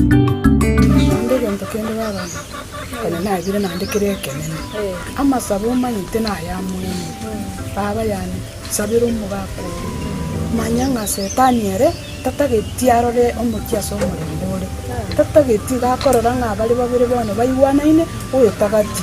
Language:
Gusii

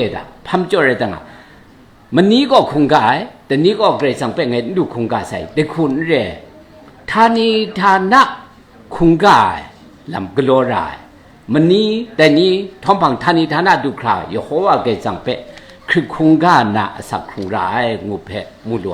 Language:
Kachin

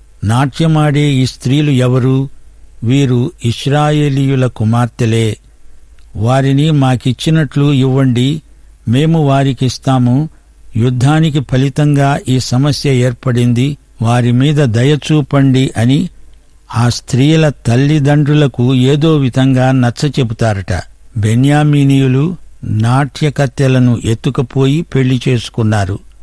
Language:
Telugu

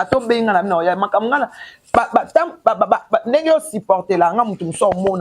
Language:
Lingala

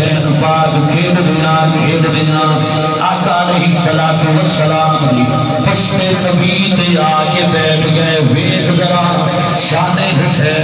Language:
Saraiki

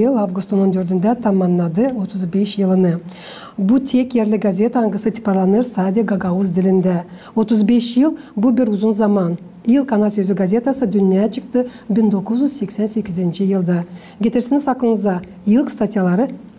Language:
Gagauz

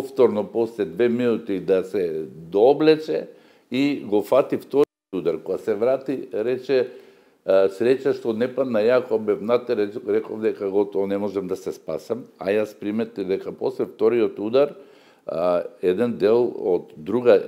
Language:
Macedonian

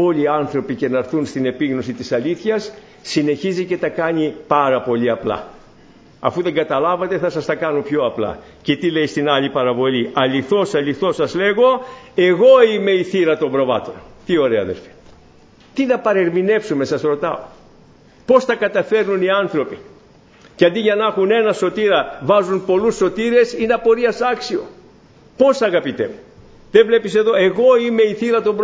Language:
Greek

